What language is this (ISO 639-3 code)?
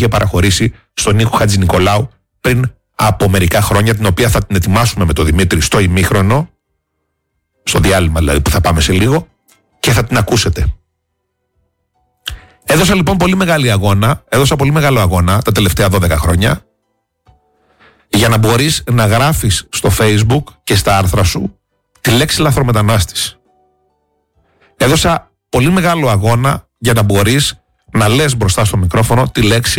ell